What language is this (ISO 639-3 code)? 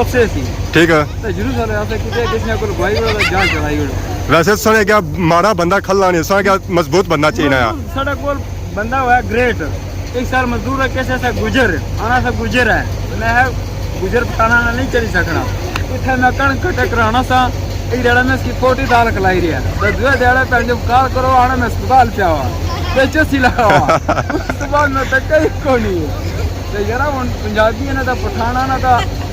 phr